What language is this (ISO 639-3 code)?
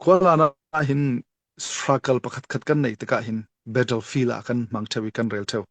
cfm